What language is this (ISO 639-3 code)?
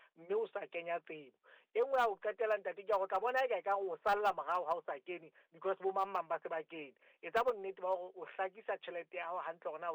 sot